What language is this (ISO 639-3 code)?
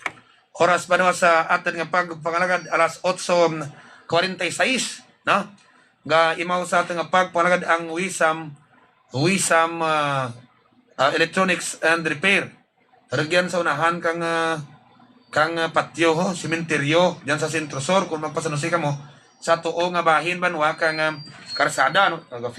hil